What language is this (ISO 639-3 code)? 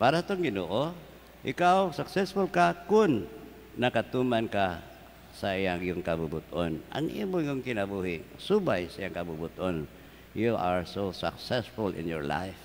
ceb